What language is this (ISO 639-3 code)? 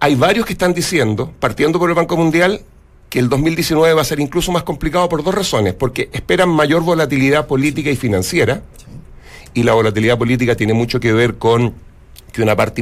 spa